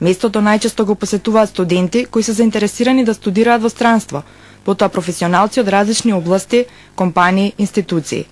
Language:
Macedonian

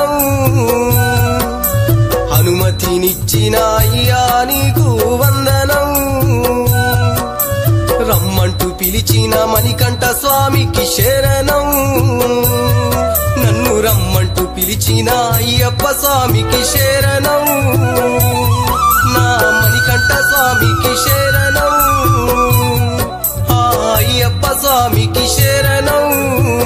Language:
Telugu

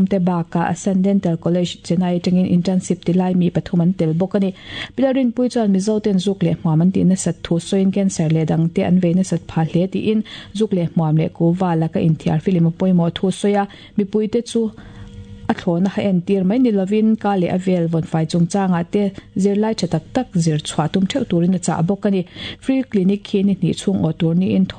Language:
Mizo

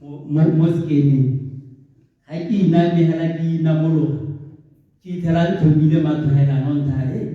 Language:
Tswana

